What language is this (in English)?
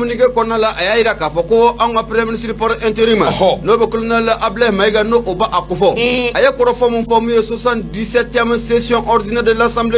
Bambara